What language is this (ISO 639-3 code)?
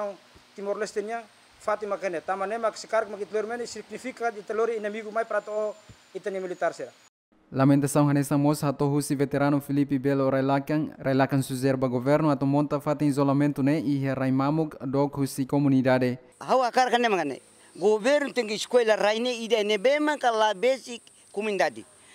tet